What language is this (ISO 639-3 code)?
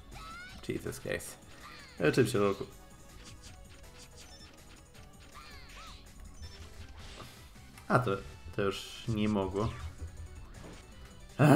pol